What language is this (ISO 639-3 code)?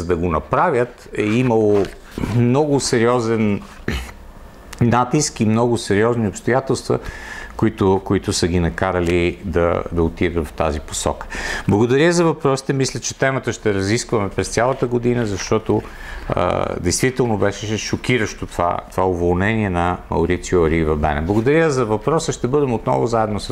bul